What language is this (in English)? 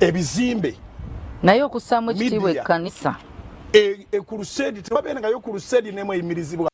Ganda